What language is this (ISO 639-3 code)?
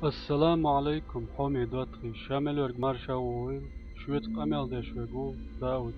che